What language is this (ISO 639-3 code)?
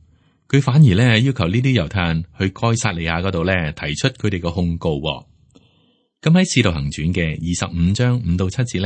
yue